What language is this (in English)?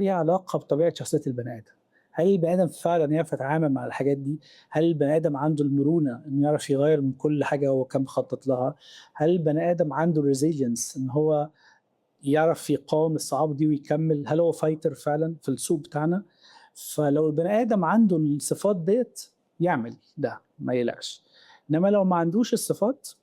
Egyptian Arabic